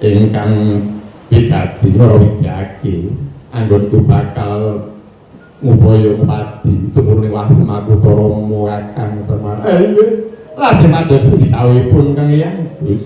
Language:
Javanese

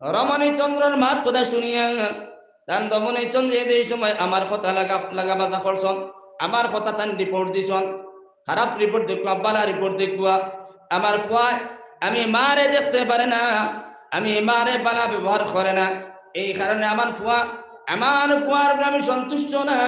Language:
Sylheti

